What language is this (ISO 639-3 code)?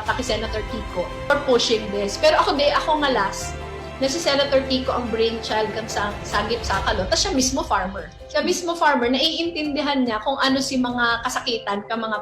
bik